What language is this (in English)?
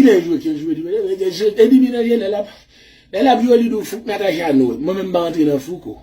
Haitian Creole